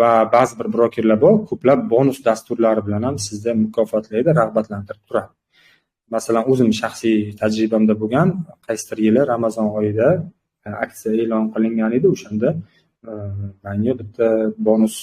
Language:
Uzbek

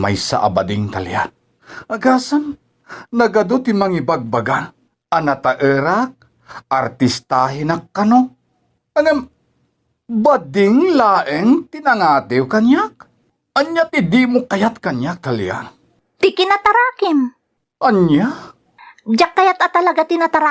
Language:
Iloko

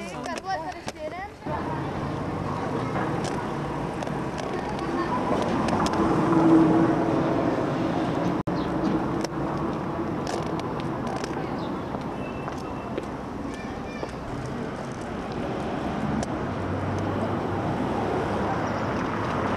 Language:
Czech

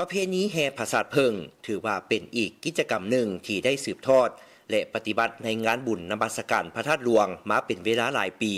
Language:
Lao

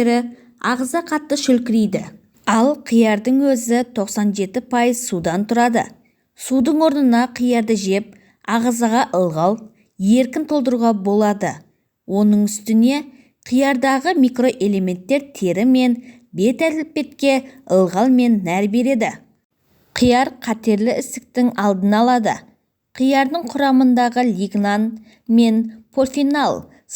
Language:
Kazakh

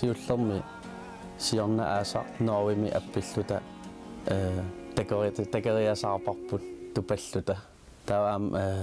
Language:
Kalaallisut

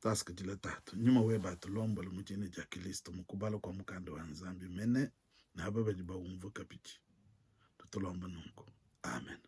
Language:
Luba-Lulua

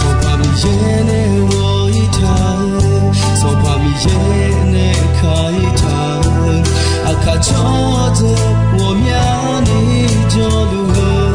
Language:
Akha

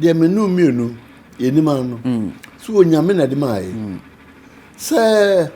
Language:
Akan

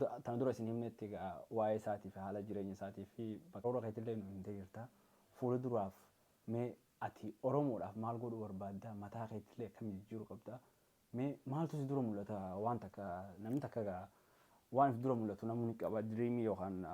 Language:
Oromo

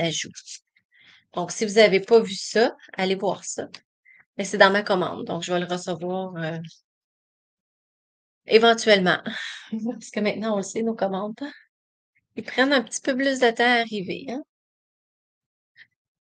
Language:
French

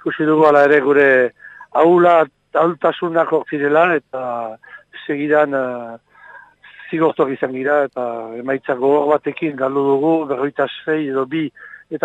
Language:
Basque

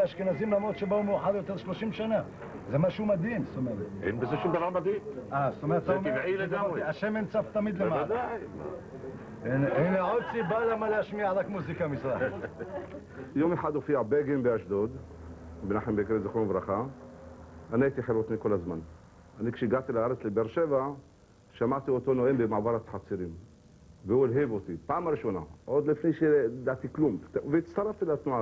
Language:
Hebrew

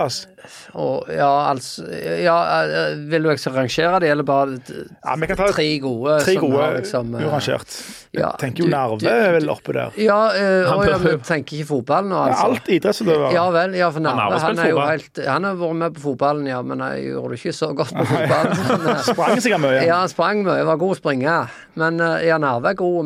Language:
Norwegian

